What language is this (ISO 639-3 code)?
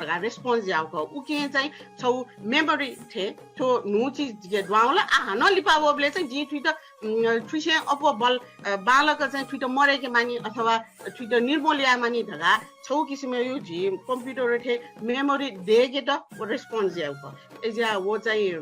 new